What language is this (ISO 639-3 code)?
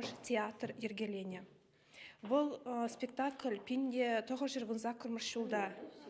chv